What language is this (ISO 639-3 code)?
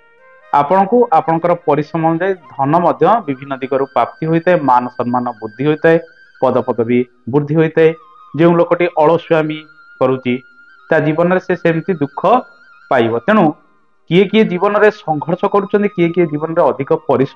ori